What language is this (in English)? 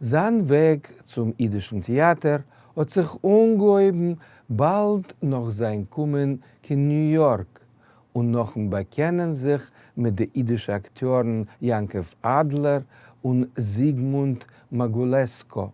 Yiddish